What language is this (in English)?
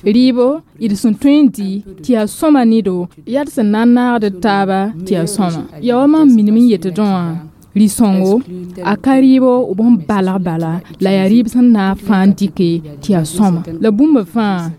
Mossi